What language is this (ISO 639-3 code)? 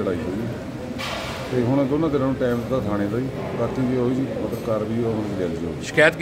pan